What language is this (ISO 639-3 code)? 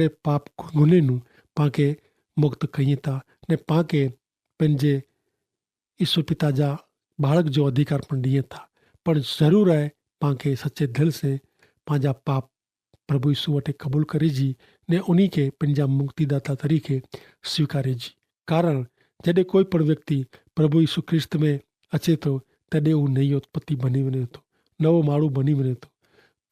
kfr